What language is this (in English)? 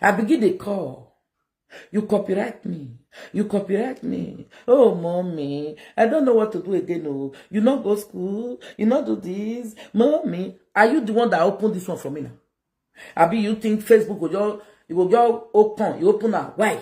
Nigerian Pidgin